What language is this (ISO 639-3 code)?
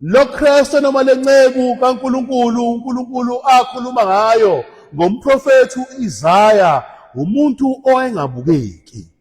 zul